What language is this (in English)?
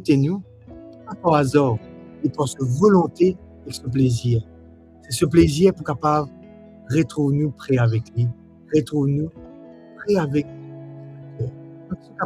Morisyen